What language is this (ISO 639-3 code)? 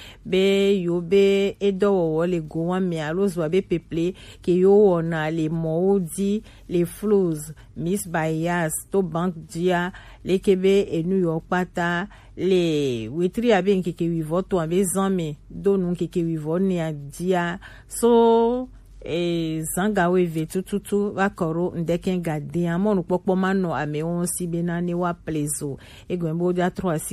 gej